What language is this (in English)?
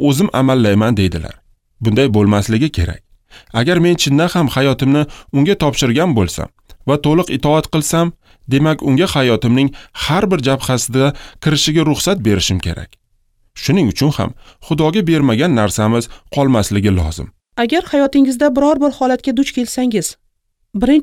Uzbek